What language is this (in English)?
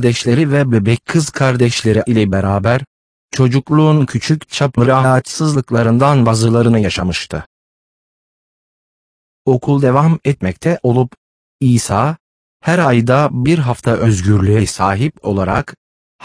Turkish